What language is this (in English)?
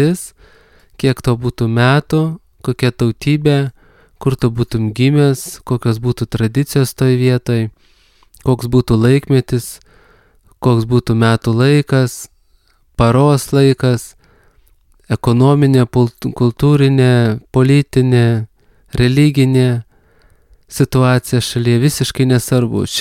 Lithuanian